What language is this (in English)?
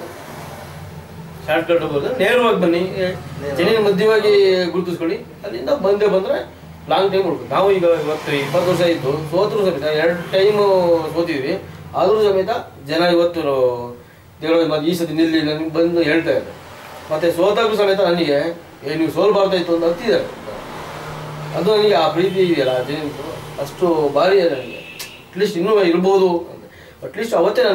Kannada